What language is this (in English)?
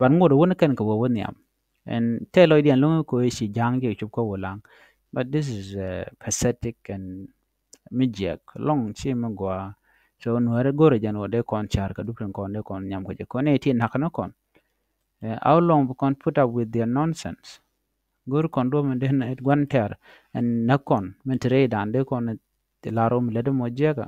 Nuer